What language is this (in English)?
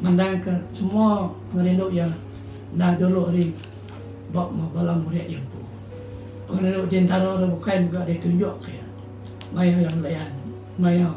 Iban